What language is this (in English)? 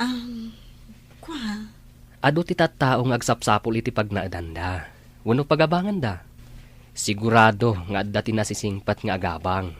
Iloko